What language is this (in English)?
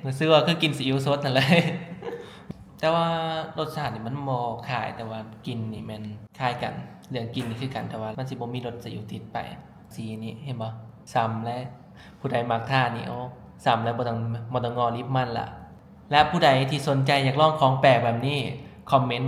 Lao